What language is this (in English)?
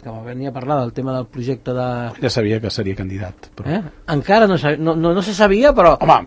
Catalan